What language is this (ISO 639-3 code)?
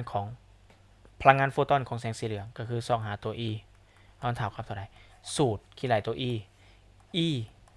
lao